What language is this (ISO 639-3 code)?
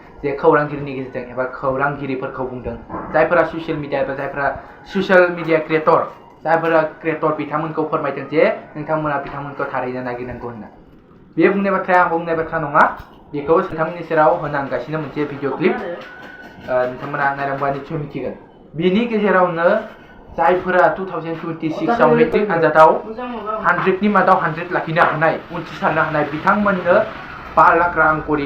brx